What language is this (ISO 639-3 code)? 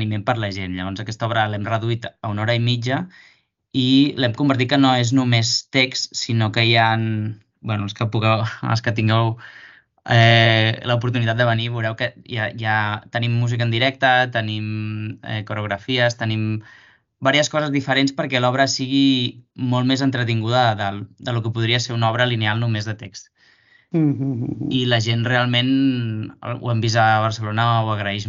cat